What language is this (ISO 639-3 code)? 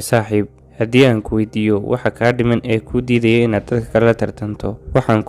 som